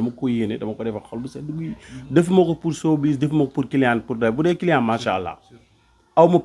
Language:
Wolof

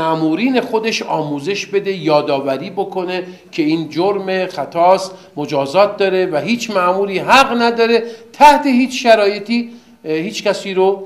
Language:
Persian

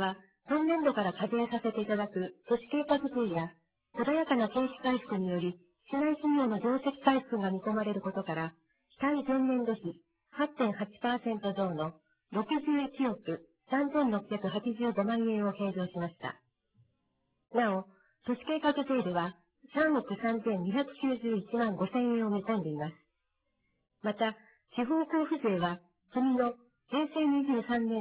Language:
Japanese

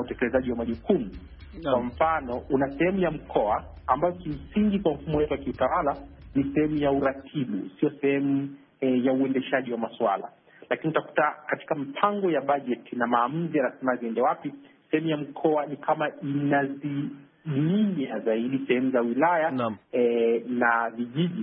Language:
Swahili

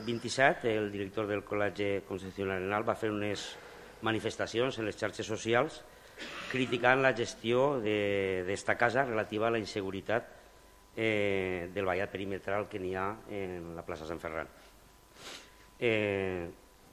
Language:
Catalan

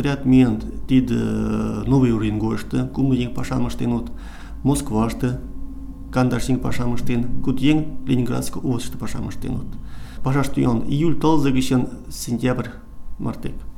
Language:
Mari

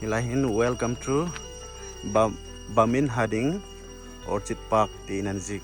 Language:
Hmar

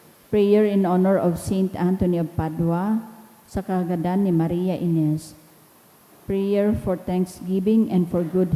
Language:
Bikol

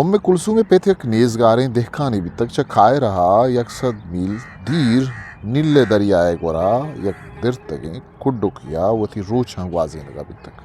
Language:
Eastern Balochi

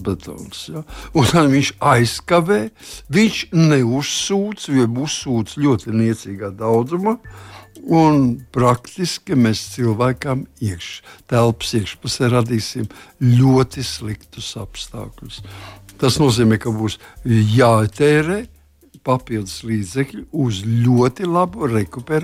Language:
Latvian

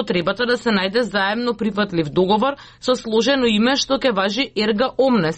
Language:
Macedonian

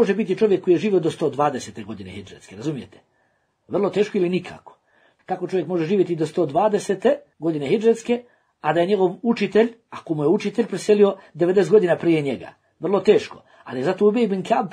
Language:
Bosnian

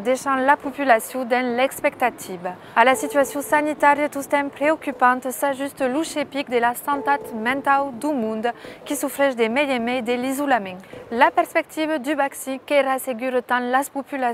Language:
Occitan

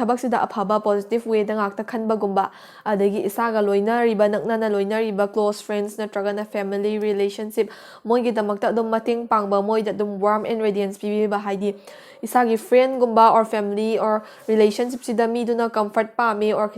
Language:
Manipuri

